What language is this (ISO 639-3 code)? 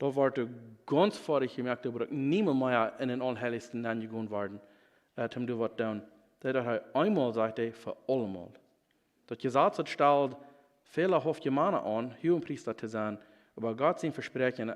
pdt